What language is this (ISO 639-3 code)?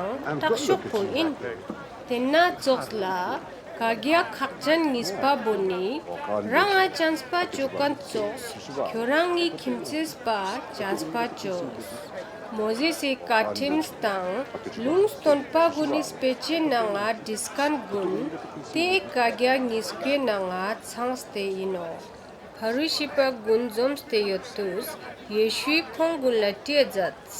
lbj